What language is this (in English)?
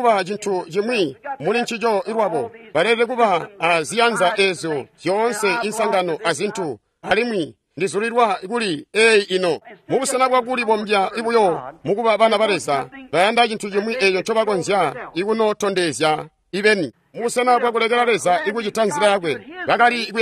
Tonga (Zambia)